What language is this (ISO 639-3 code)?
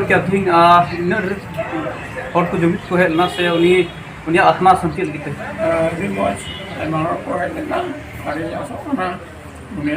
sat